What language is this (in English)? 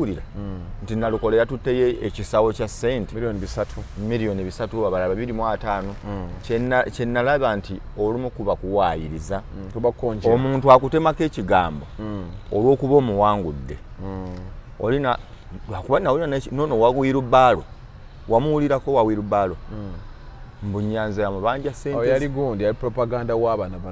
Ganda